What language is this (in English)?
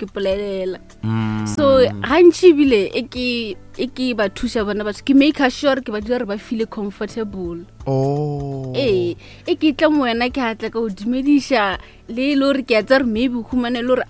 Northern Sotho